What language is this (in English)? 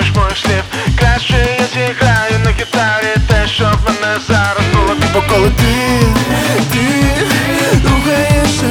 Ukrainian